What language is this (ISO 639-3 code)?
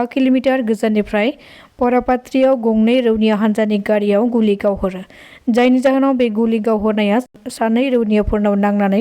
brx